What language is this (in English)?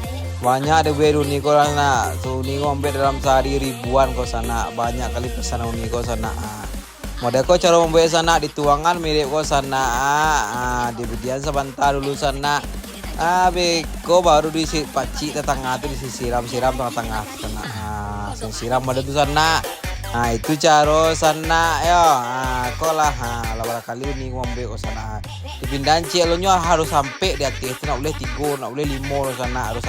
Minangkabau